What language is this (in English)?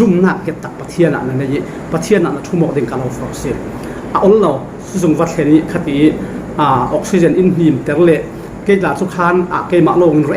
Falam Chin